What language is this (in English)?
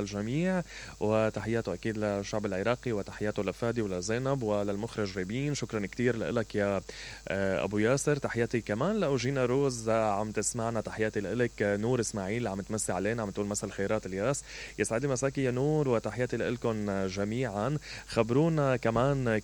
Mesopotamian Arabic